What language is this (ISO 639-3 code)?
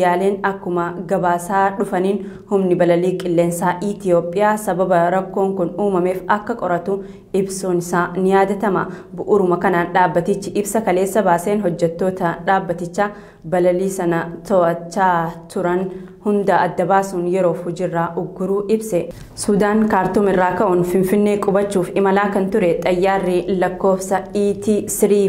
orm